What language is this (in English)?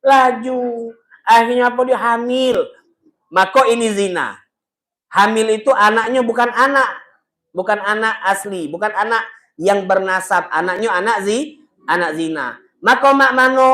Musi